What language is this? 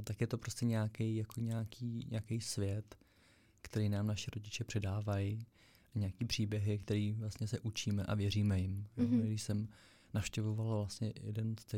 Czech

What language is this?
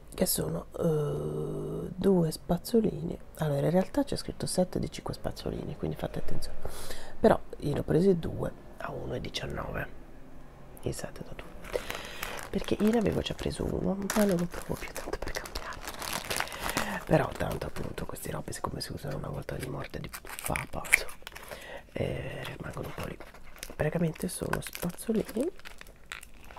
Italian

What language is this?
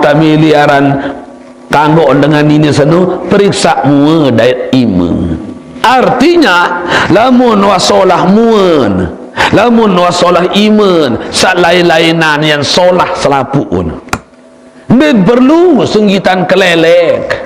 Sasak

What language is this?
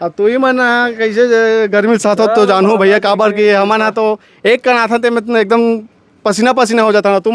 Chhattisgarhi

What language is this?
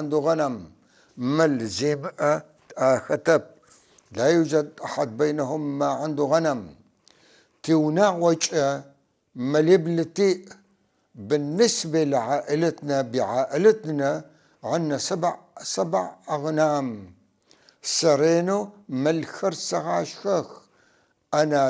North Levantine Arabic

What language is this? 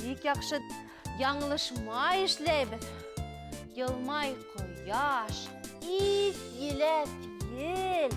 Bashkir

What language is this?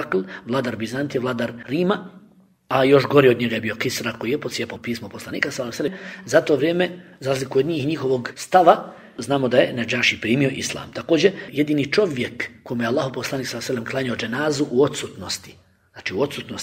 Bosnian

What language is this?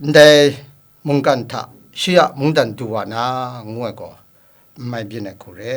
Kachin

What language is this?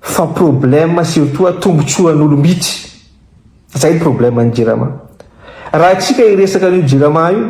Malagasy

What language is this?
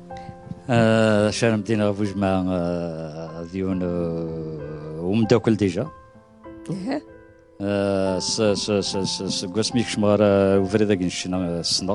Kabyle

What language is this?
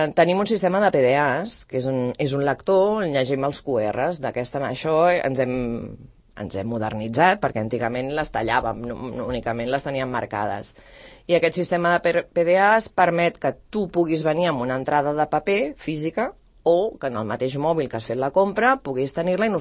Catalan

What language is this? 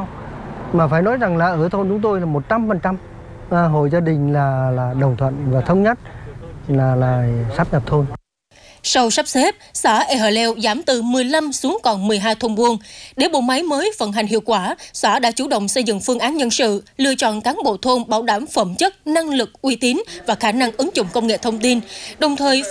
Vietnamese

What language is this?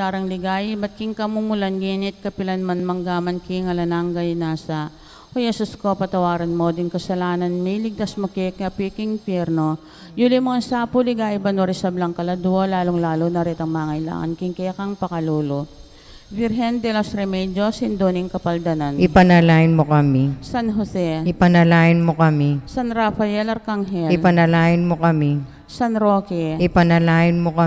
Pampanga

